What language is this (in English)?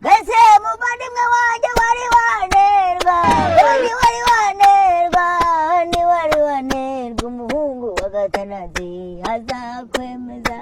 Kinyarwanda